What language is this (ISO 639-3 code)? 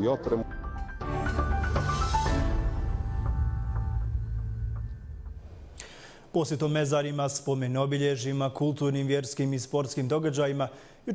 bos